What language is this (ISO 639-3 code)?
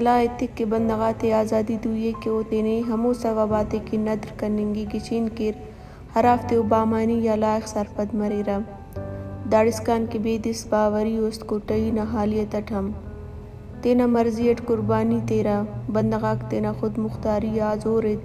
brh